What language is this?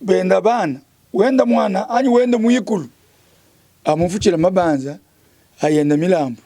Luba-Lulua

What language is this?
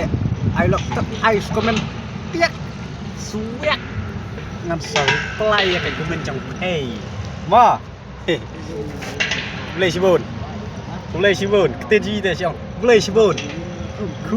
Khasi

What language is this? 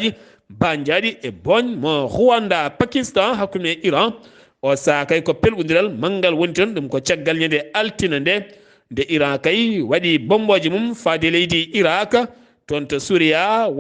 Fula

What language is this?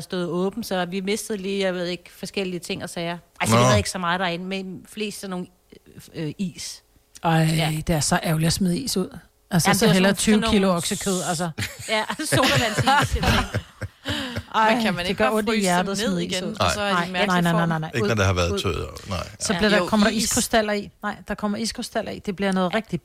Danish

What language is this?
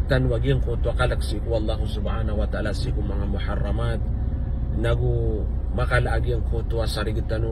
Maranao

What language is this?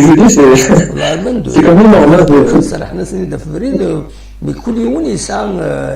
Kabyle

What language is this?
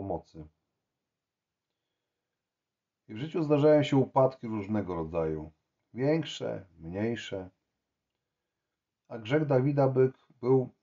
Polish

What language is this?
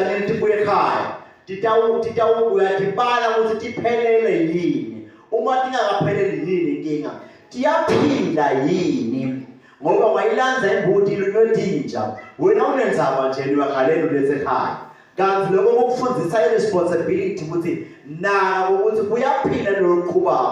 Swati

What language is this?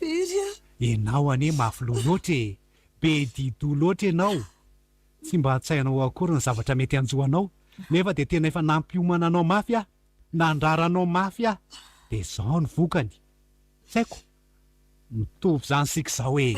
Malagasy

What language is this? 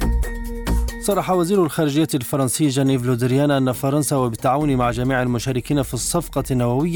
Arabic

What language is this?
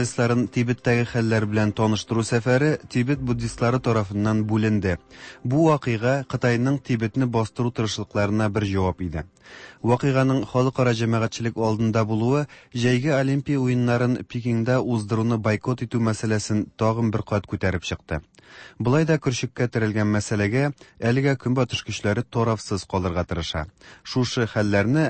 Tatar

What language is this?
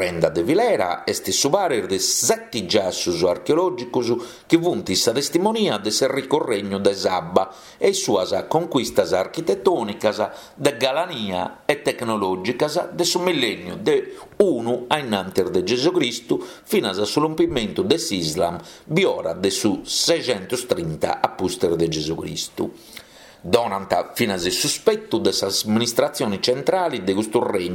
Sardinian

